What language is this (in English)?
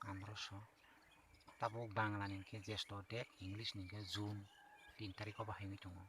Kok Borok